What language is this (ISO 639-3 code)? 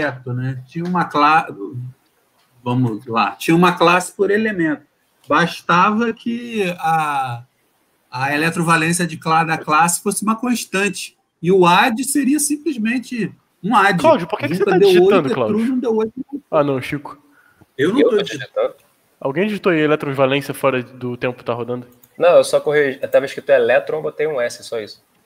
por